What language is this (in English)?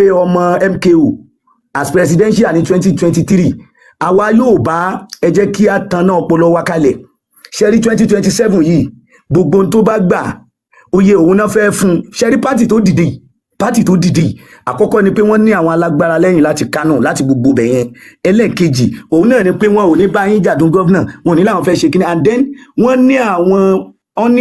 Yoruba